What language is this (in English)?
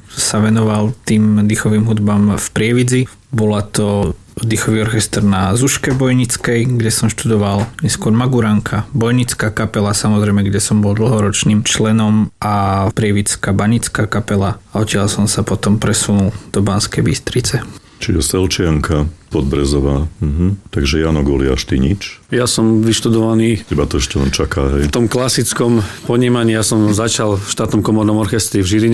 Slovak